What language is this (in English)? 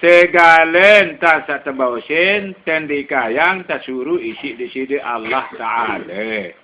Sasak